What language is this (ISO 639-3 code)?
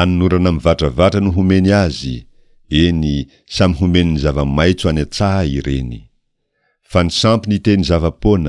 mlg